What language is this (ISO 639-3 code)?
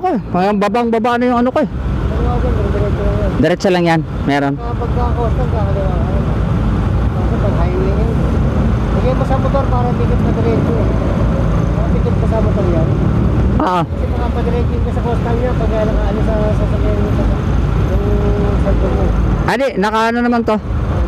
fil